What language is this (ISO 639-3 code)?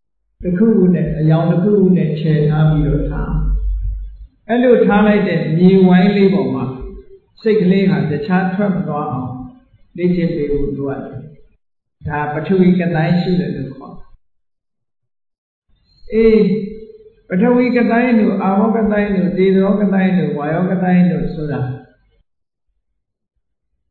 mya